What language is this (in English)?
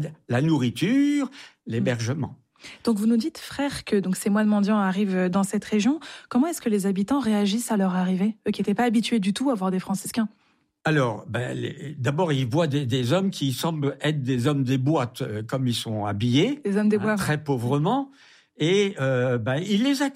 French